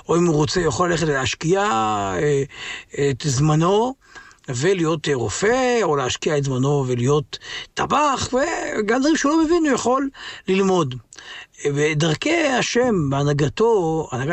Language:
Hebrew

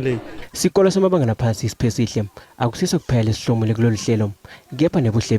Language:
Zulu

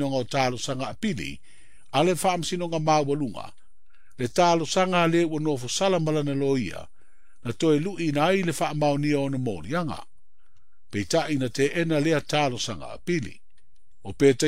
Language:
Samoan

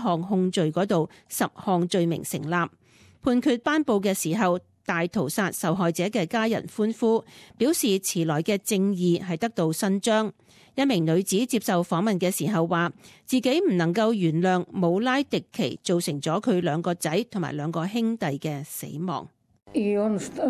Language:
Cantonese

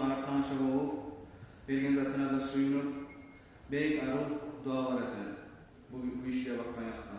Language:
Kumyk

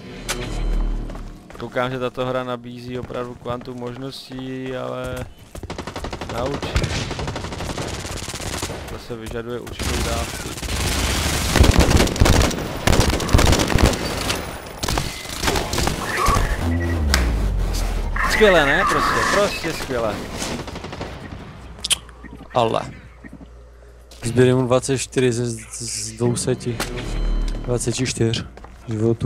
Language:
Czech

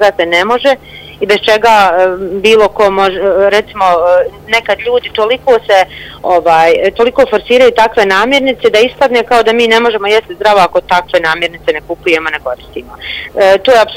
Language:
Bosnian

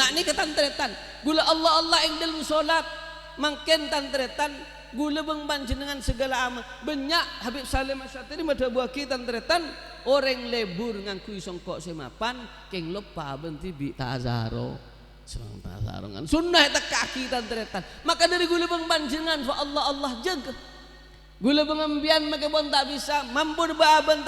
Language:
Madurese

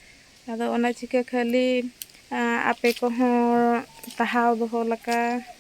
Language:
Santali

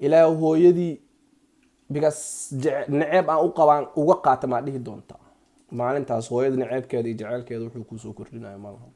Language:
Somali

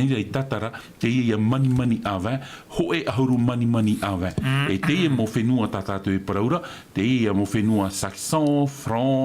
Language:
Tahitian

